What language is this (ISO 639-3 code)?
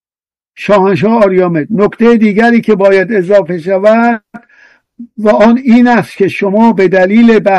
fas